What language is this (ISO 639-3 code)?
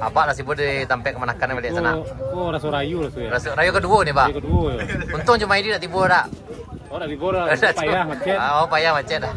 min